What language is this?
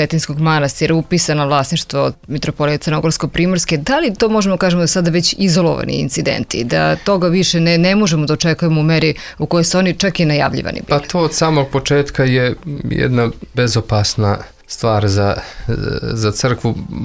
Croatian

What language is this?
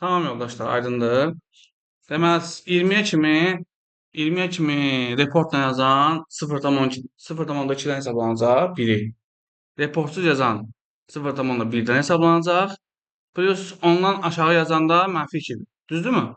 Azerbaijani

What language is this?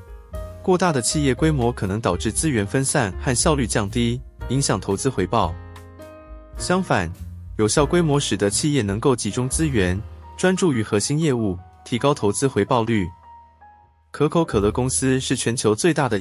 Chinese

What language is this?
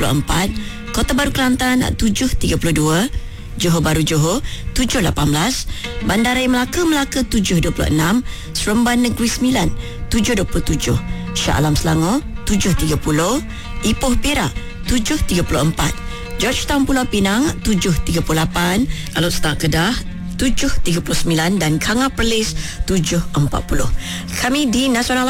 Malay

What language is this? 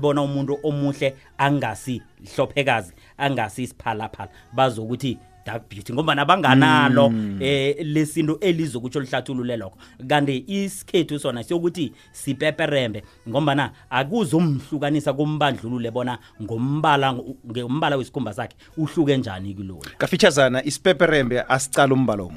South Ndebele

